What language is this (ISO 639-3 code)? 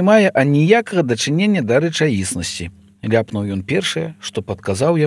bel